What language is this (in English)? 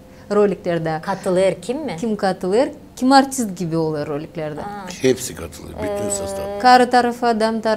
Gagauz